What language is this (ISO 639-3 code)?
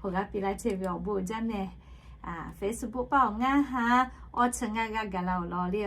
lhu